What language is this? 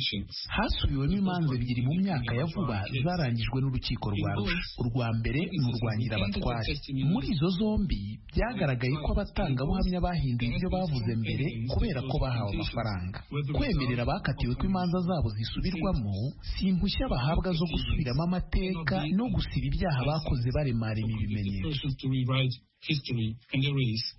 Kinyarwanda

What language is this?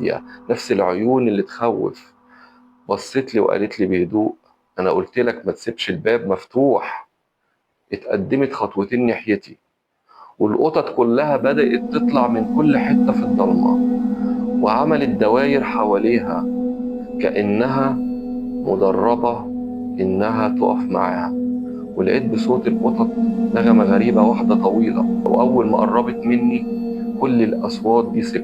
Egyptian Arabic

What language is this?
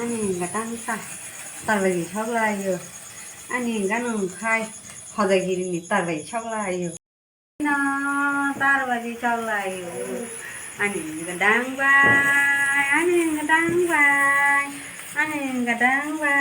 Kok Borok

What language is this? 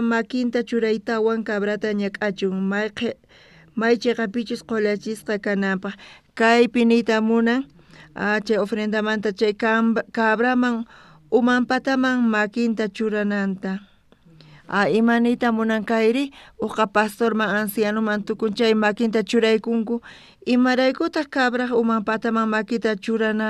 South Bolivian Quechua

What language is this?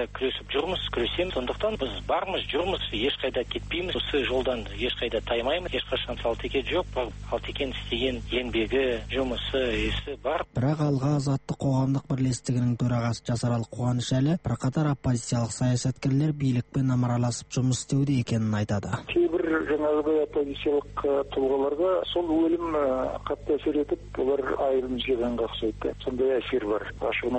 Kazakh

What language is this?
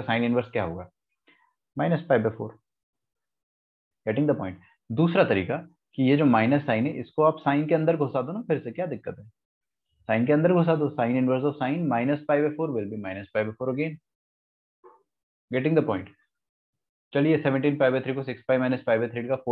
Hindi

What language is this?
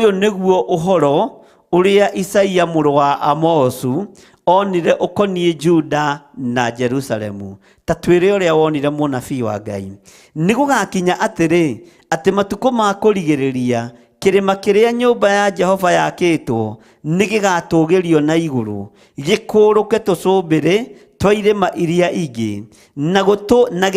Kikuyu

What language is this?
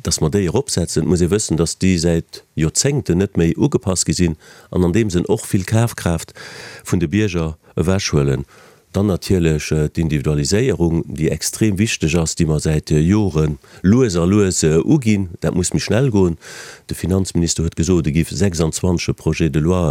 Luxembourgish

